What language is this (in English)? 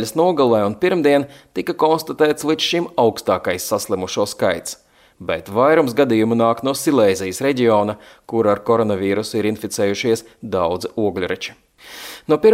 Latvian